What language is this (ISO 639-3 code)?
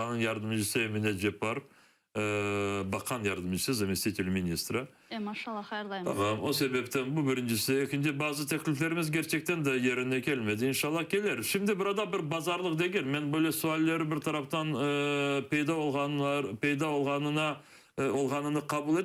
crh